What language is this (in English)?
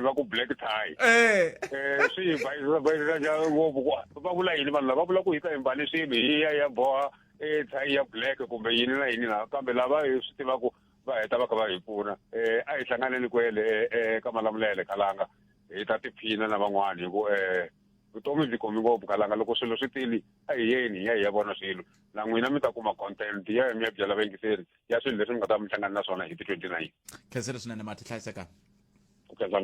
Tsonga